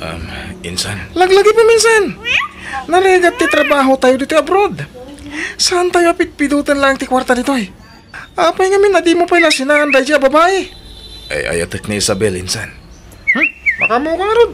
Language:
Iloko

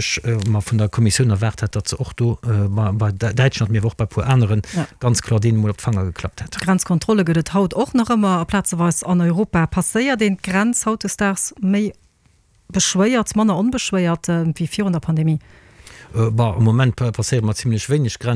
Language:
Luxembourgish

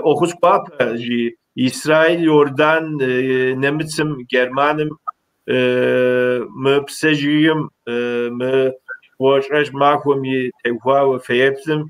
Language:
Kabardian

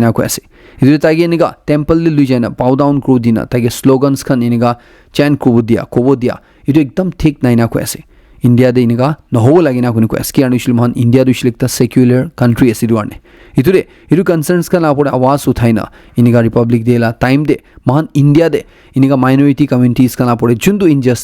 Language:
Naga Pidgin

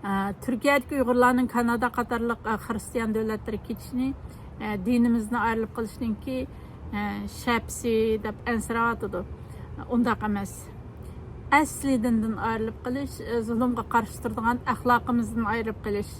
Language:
Uyghur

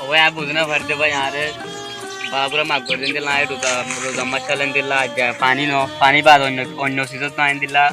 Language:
Rohingya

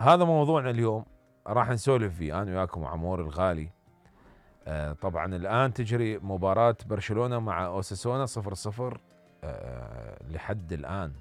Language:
Mesopotamian Arabic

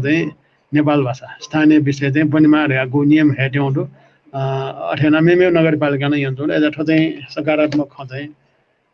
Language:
Newari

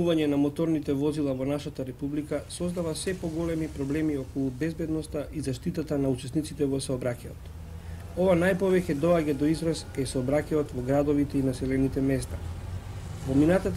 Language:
Macedonian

